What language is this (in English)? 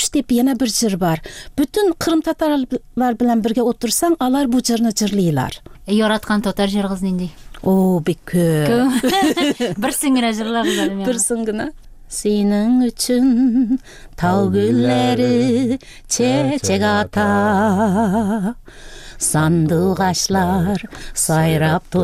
Tatar